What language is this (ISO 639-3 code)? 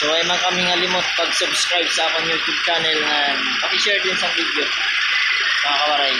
war